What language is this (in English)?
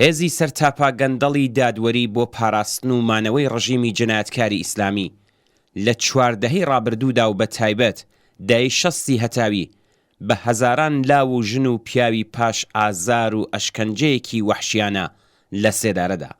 Central Kurdish